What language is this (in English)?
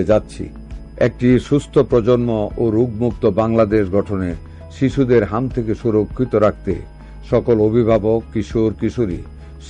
Bangla